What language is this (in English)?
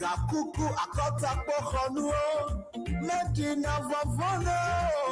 Ewe